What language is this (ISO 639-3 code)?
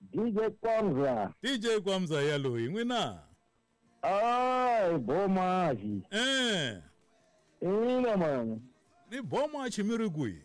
tso